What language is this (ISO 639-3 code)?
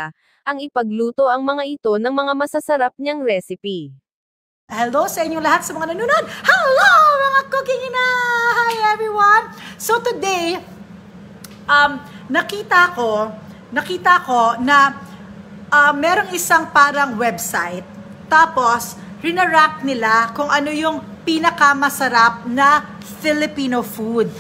fil